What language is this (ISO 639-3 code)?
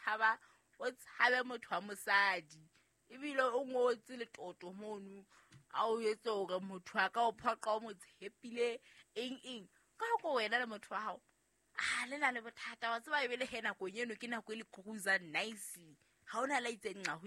sot